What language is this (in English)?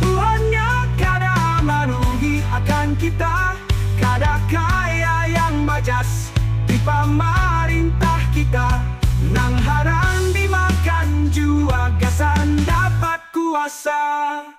Banjar